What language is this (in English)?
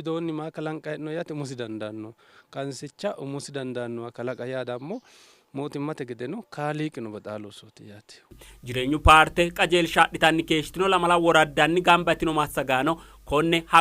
Sidamo